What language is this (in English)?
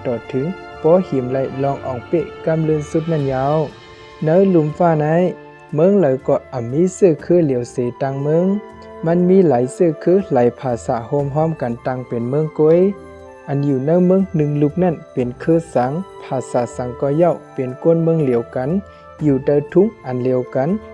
Shan